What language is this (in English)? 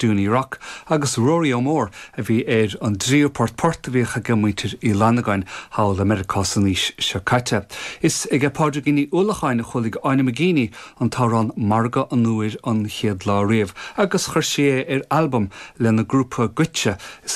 Irish